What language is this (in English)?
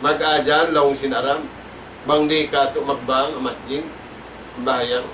Tausug